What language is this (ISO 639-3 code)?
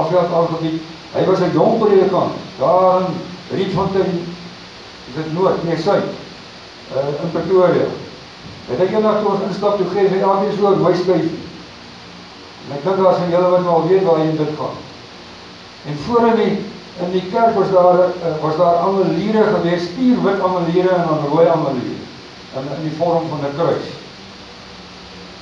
afr